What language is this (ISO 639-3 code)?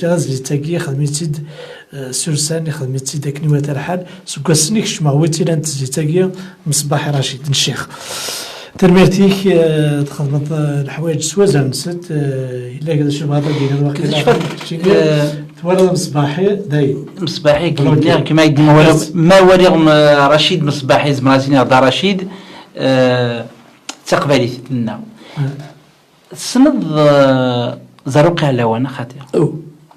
kab